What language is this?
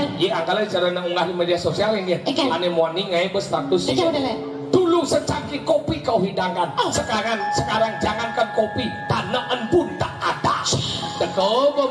Balinese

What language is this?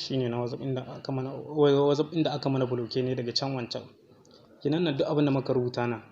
Hausa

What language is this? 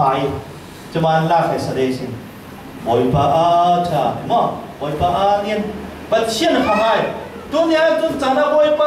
Falam Chin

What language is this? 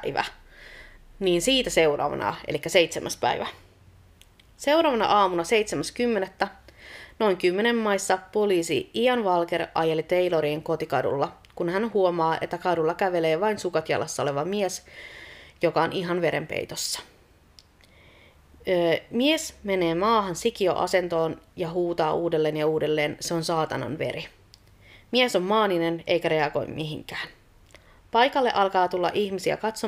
Finnish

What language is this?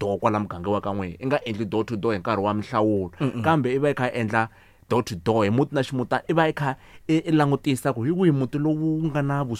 Tsonga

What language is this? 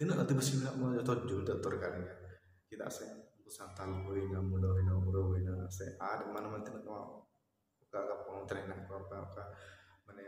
Santali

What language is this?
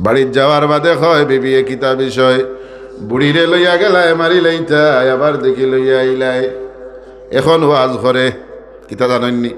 Sylheti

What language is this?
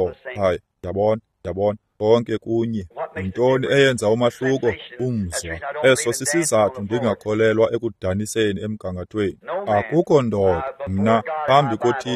Xhosa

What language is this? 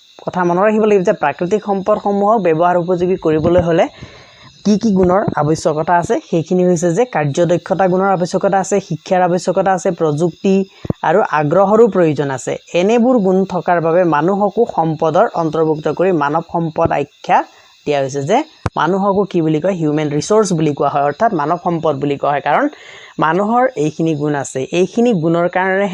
Assamese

